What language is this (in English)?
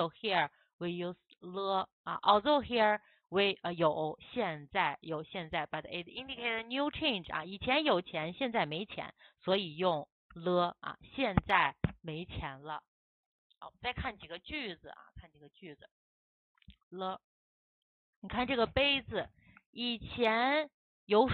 Chinese